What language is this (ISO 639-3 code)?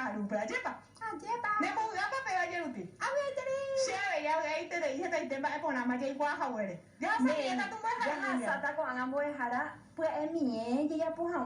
grn